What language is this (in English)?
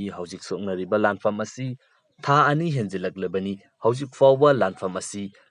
Manipuri